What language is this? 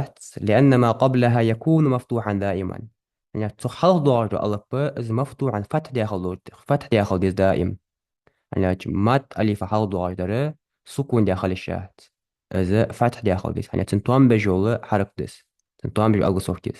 Ingush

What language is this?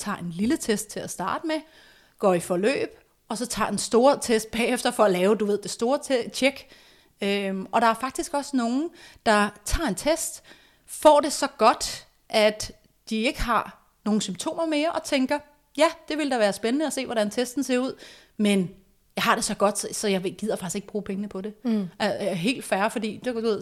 Danish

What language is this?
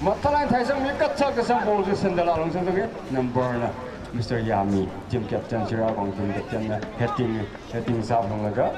Tangkhul Naga (India)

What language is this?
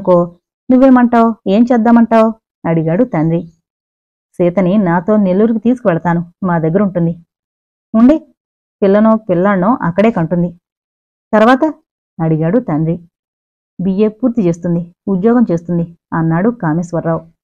Telugu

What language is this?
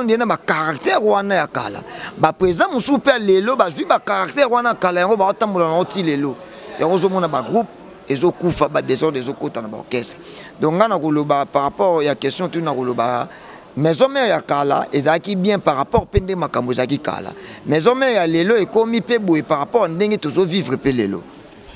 Lingala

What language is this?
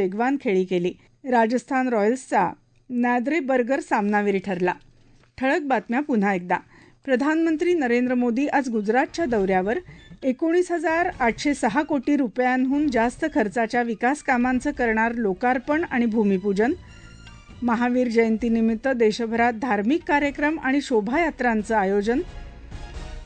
Marathi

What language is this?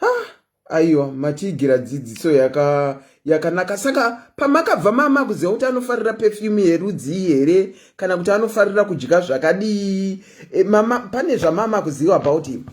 Shona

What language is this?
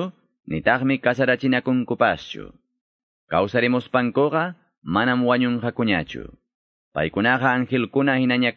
Quechua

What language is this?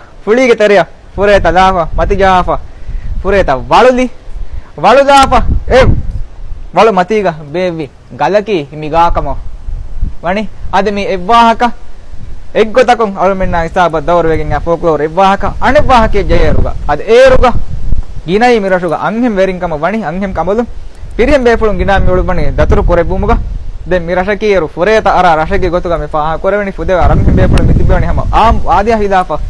Divehi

